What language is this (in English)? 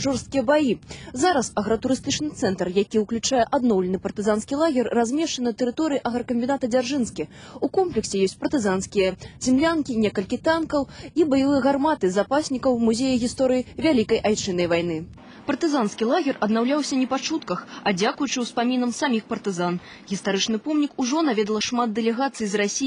Belarusian